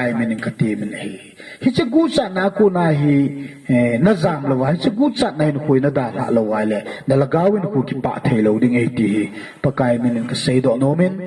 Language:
Thado Chin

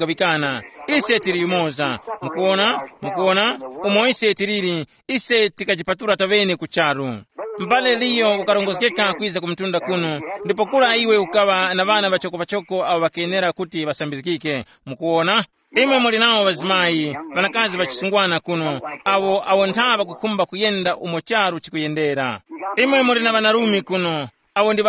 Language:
Tumbuka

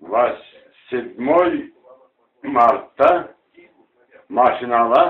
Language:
Karachay-Balkar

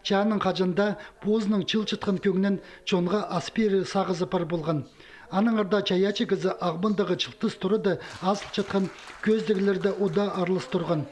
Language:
Khakas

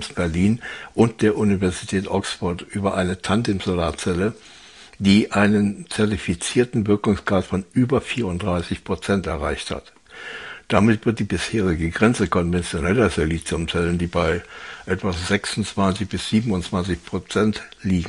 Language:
German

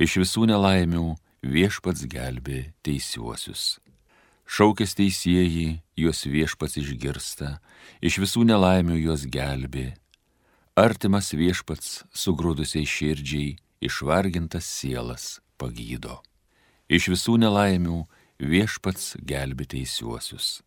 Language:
Lithuanian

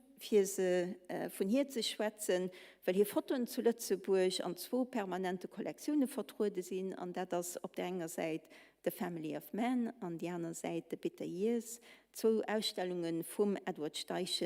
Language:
Luxembourgish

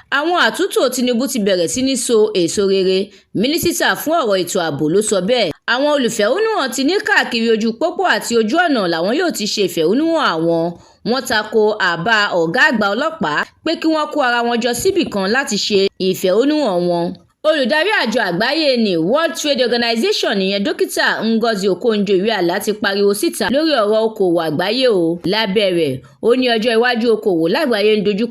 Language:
Yoruba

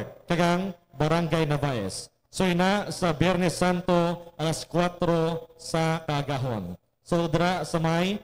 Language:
Hiligaynon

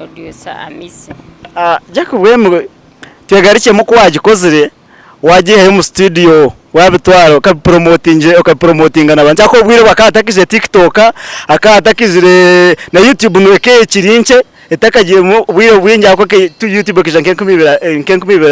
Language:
Nyankole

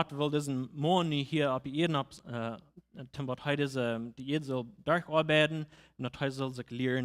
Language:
Plautdietsch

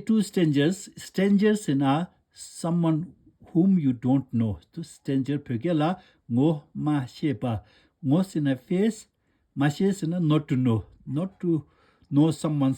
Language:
Tibetan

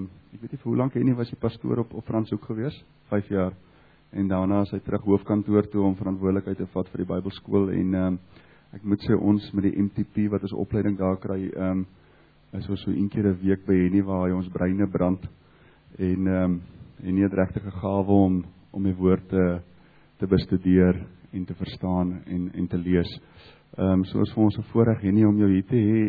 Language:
Afrikaans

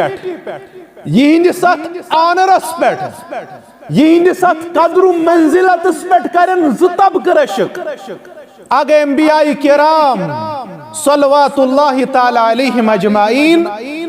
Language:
Kashmiri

